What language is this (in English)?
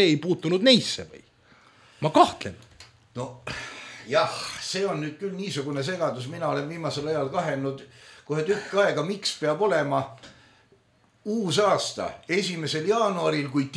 Estonian